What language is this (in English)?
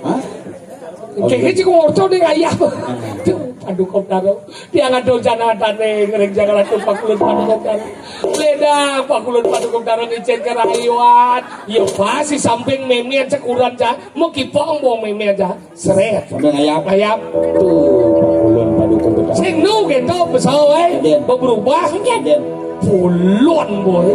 Balinese